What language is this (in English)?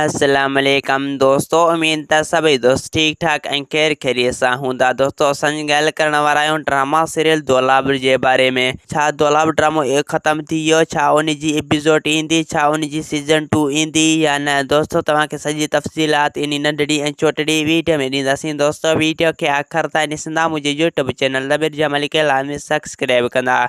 Sindhi